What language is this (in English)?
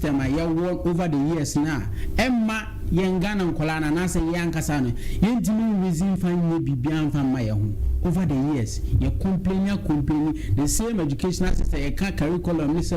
Akan